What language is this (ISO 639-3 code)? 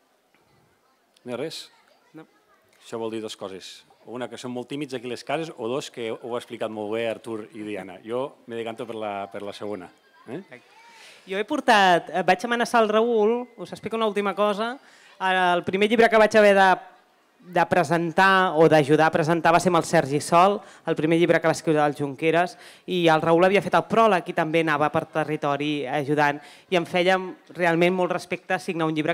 cat